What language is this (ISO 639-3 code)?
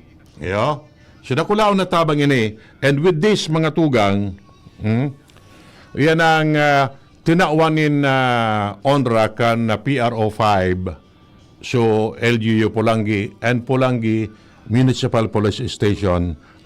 bik